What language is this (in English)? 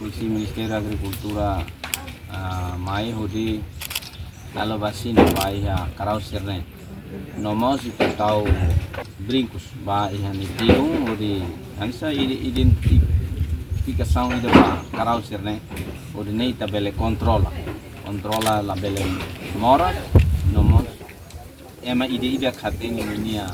Tetum